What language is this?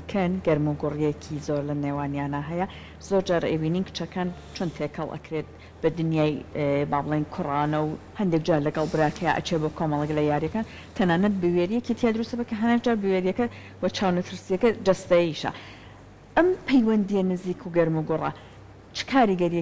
Central Kurdish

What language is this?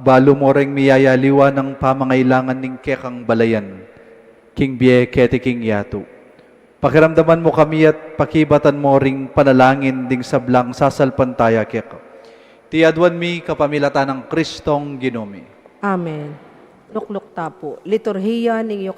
Pampanga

